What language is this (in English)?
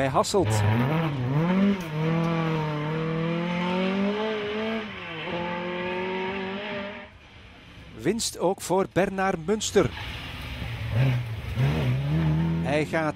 Dutch